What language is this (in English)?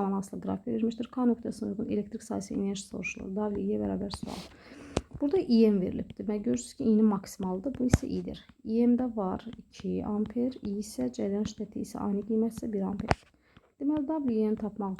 Azerbaijani